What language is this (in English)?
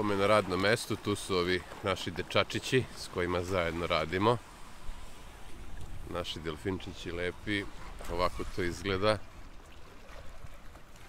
Serbian